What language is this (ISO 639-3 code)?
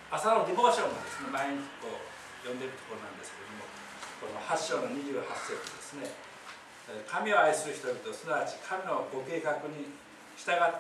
jpn